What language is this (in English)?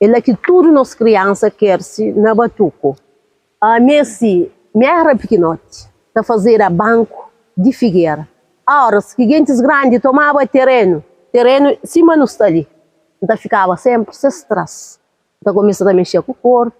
Kabuverdianu